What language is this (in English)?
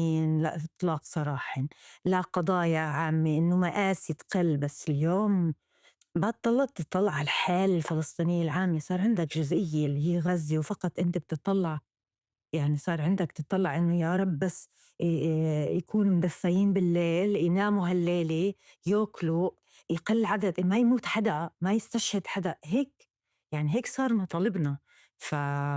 North Levantine Arabic